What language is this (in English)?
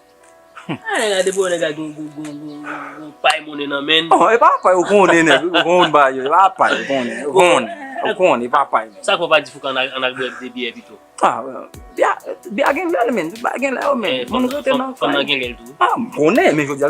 Haitian Creole